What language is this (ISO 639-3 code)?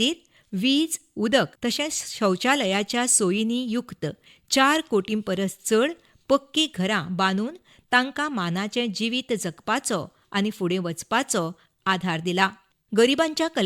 kok